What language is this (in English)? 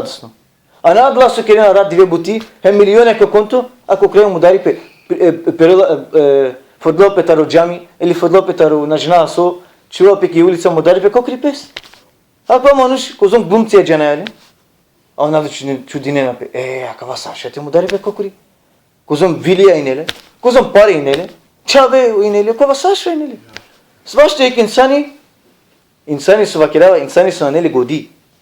Balkan Romani